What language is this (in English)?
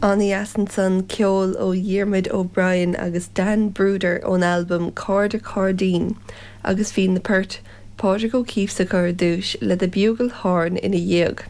Irish